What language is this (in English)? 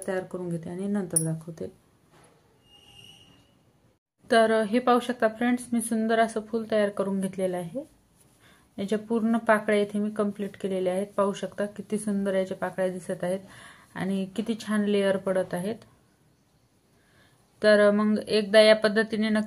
Marathi